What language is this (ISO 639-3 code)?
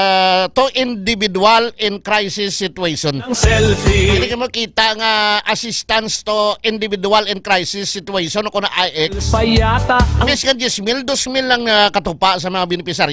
hil